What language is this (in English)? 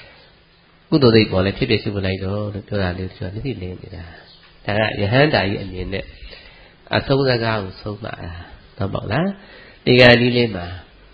Burmese